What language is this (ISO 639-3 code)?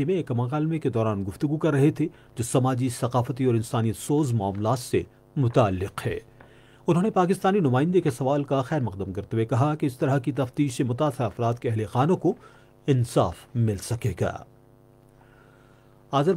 urd